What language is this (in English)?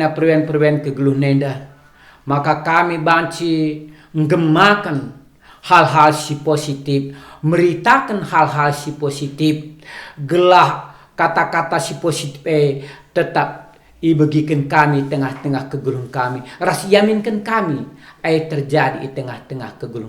Batak Karo